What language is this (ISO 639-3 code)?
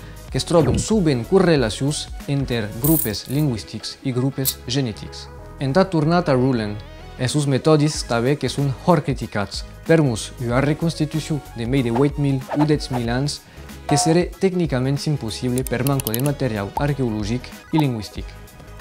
oci